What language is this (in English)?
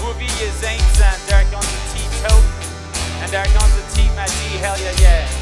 Plautdietsch